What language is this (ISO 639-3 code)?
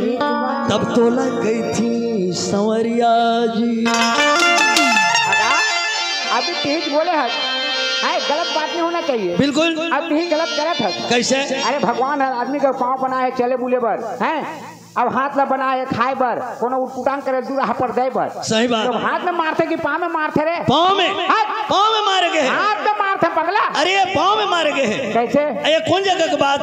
hne